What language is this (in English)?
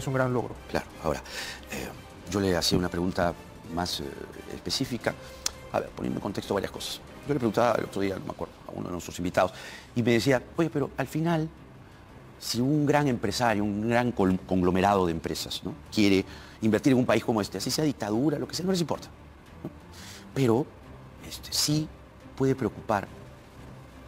Spanish